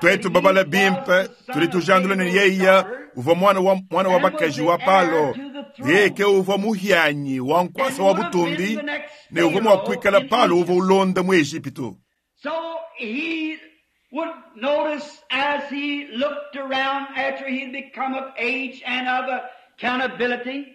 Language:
Luba-Lulua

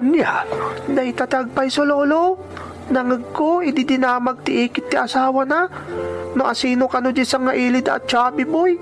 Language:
Iloko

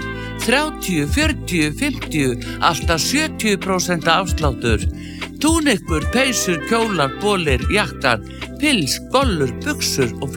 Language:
Icelandic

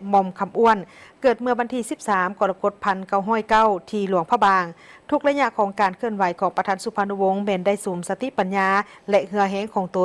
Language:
Lao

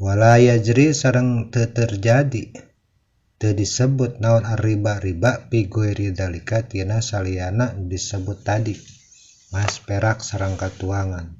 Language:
Sundanese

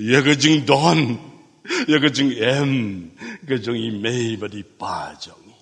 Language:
Khasi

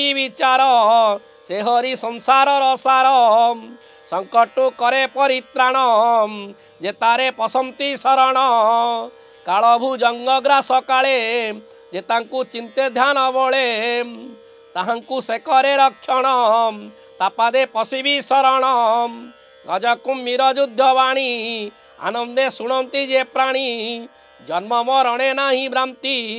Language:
Odia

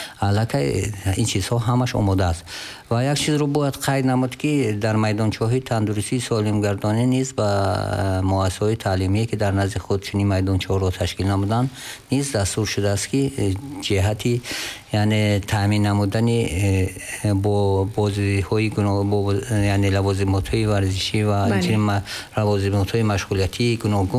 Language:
Tajik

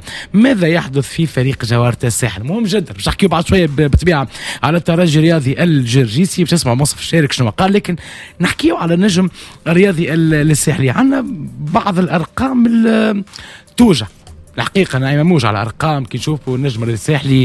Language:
Tunisian Arabic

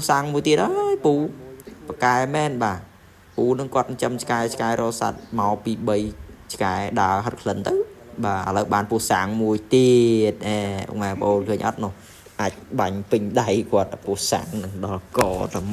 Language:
Khmer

